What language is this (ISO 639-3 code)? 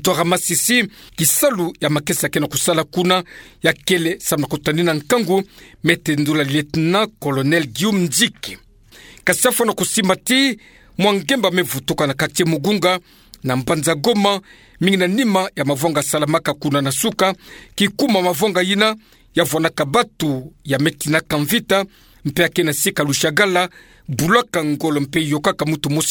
ktu